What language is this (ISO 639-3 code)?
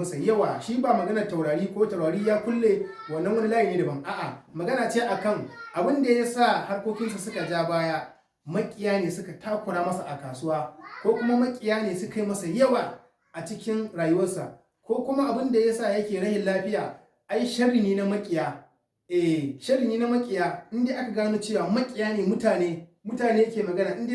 hau